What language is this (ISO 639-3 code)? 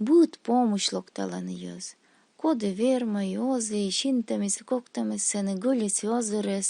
kom